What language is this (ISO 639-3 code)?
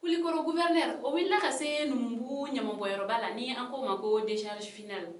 bam